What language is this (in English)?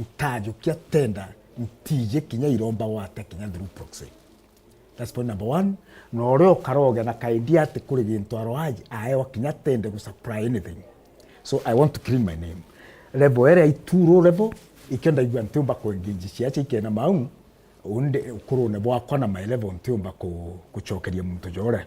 Meru